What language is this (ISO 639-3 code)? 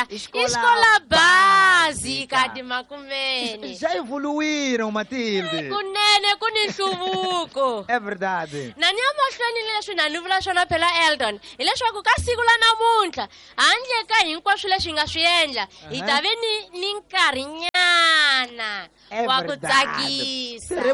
tso